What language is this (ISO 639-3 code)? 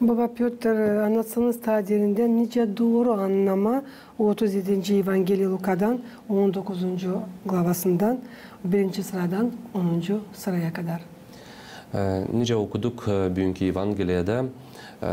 gag